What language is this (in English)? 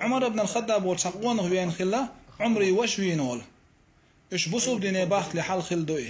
Chechen